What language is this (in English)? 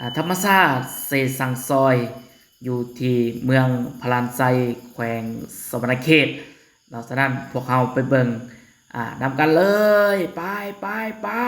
Lao